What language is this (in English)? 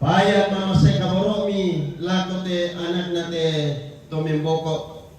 Toraja-Sa'dan